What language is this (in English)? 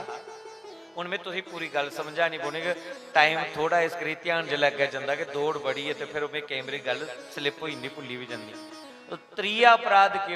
Dogri